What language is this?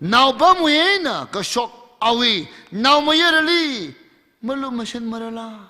Tangkhul Naga (India)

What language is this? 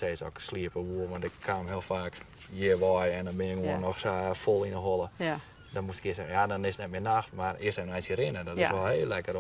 Western Frisian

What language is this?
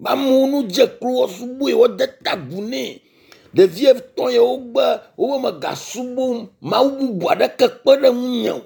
Ewe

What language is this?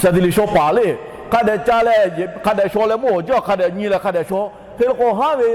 Lahu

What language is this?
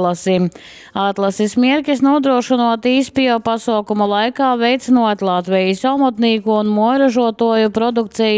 Latgalian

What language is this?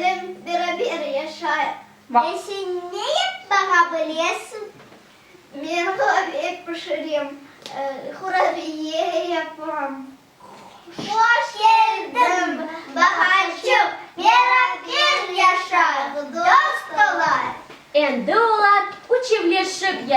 Crimean Tatar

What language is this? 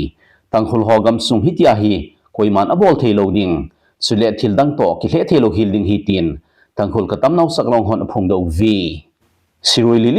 Thado Chin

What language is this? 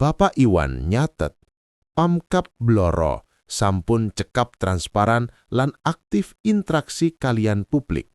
Javanese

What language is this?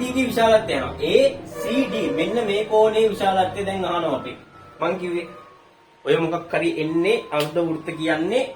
Sinhala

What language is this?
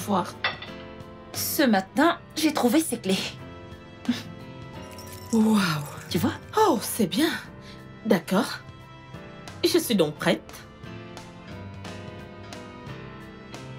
French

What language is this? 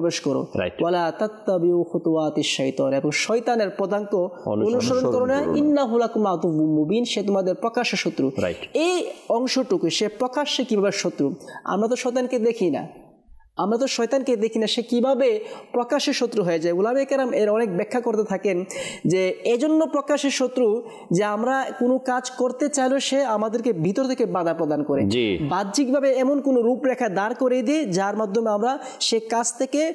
Bangla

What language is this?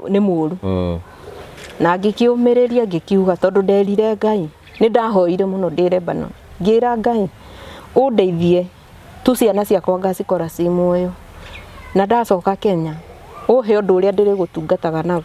Kikuyu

